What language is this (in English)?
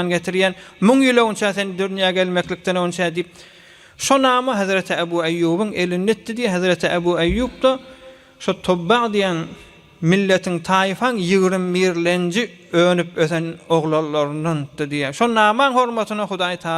Turkmen